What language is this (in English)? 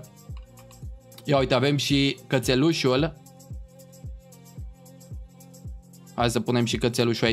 Romanian